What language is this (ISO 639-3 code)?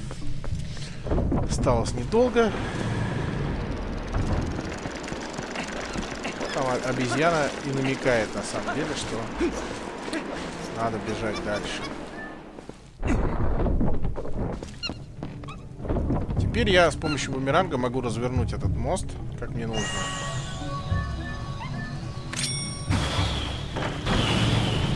rus